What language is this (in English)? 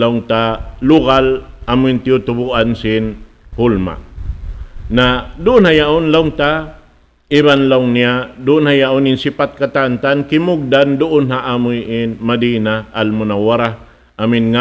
Tausug